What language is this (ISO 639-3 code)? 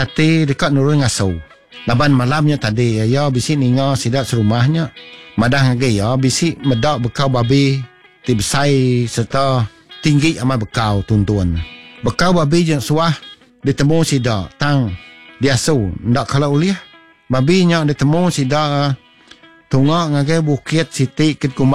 iba